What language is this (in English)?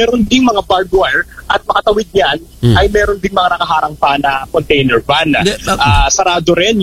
Filipino